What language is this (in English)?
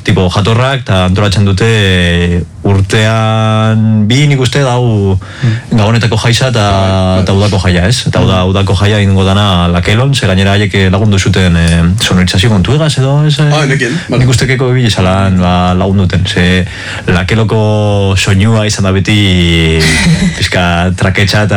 Basque